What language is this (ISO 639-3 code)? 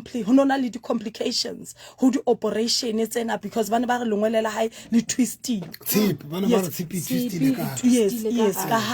sot